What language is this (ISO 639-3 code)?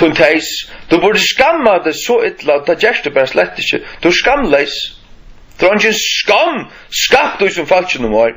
fao